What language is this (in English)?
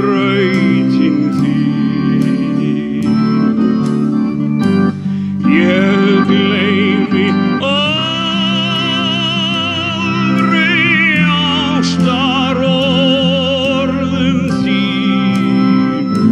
Icelandic